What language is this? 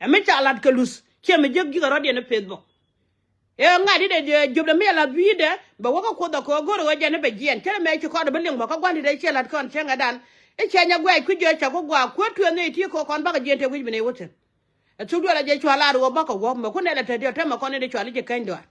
Nuer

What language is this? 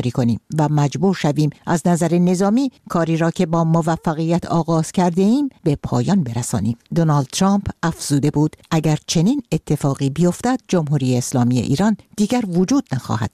Persian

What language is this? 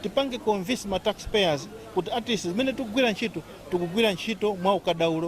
Nyanja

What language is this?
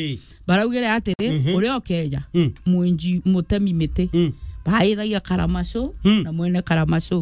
Meru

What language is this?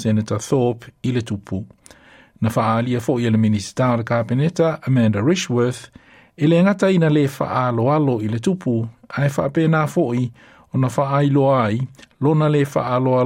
Samoan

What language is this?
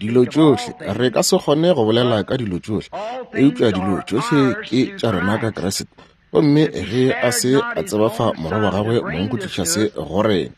Northern Sotho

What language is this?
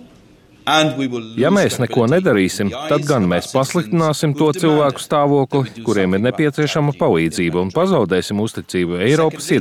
Latvian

